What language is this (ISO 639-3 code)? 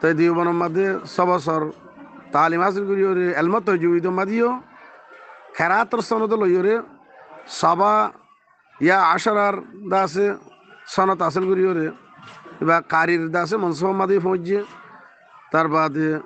rhg